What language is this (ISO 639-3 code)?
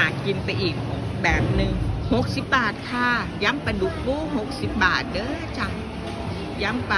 tts